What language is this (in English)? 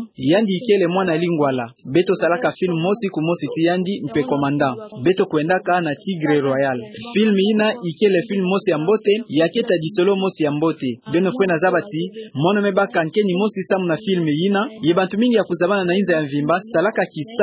Kituba (Democratic Republic of Congo)